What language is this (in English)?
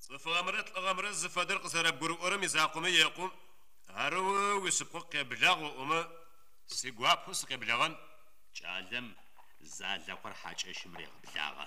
Adyghe